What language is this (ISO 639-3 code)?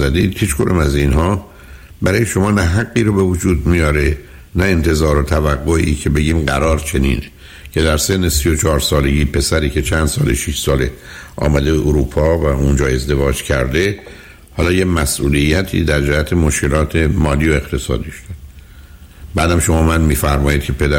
fas